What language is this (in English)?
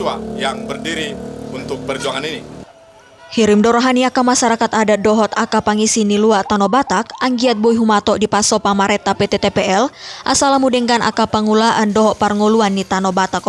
Batak Toba